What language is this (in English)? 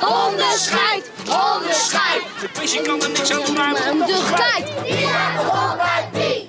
Western Frisian